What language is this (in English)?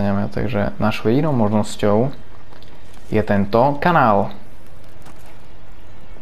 Slovak